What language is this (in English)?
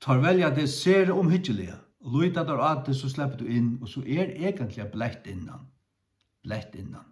Faroese